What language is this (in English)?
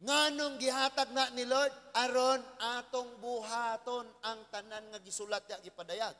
Cebuano